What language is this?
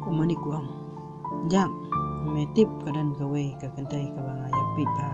Khasi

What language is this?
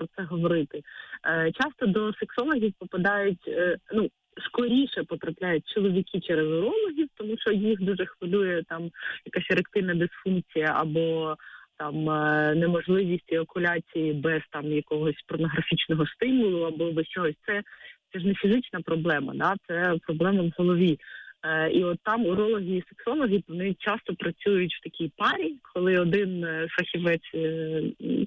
Ukrainian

